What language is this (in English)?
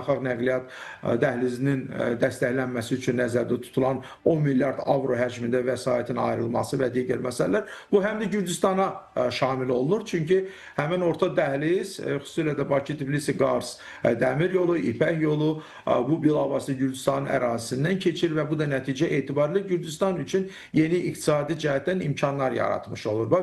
Azerbaijani